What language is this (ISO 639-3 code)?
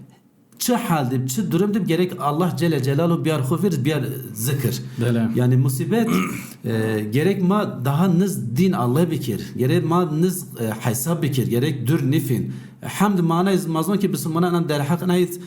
zza